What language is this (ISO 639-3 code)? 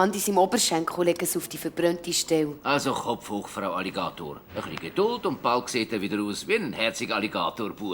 gsw